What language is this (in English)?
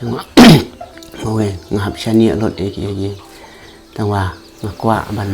Khasi